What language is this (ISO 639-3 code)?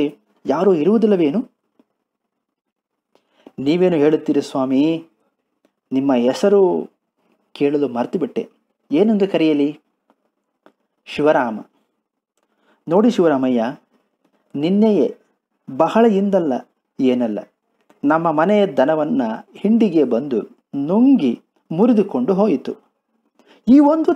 kan